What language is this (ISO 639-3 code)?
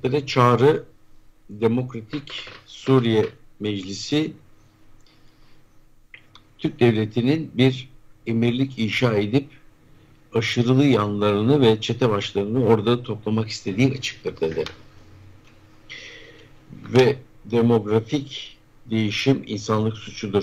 tur